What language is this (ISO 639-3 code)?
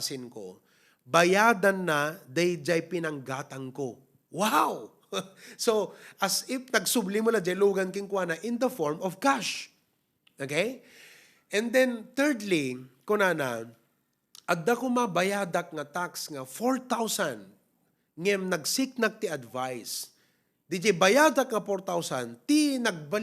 ilo